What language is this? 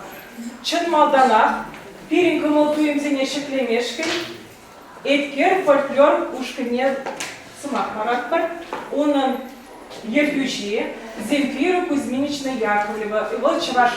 Chuvash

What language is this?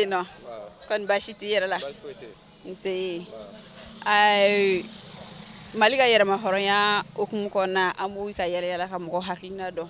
Bambara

